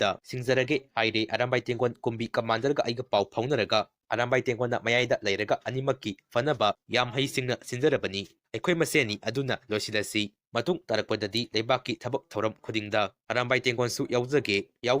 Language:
Manipuri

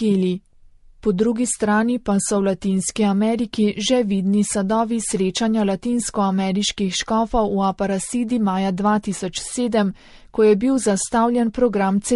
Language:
Slovenian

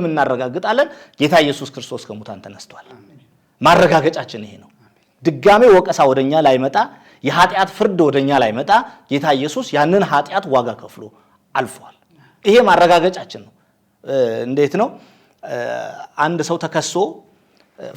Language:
Amharic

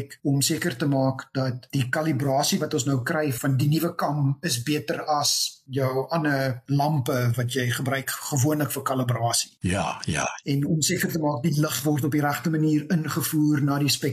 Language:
Afrikaans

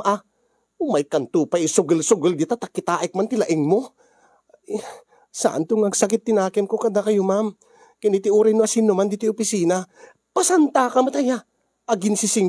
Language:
Iloko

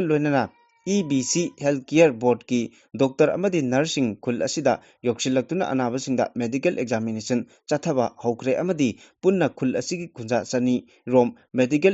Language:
Manipuri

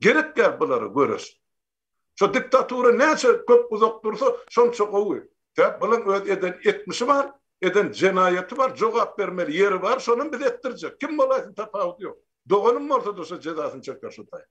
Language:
Turkmen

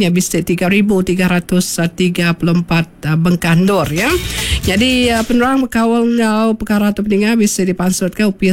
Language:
Iban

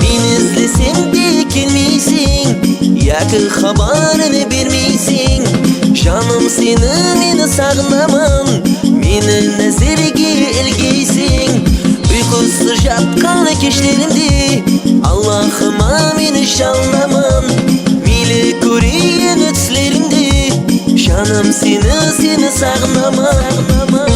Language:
Kara-Kalpak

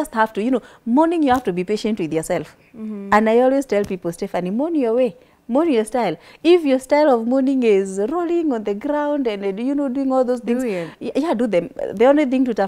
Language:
English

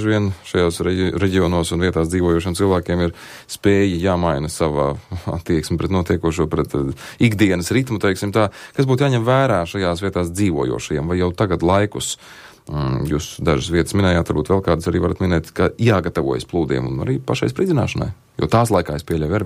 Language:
Latvian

